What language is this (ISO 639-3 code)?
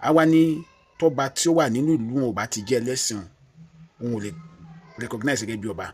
yor